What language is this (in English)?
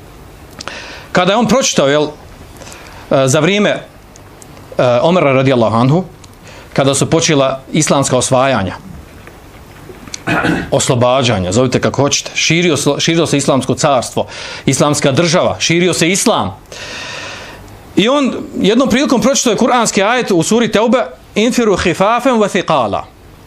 Bosnian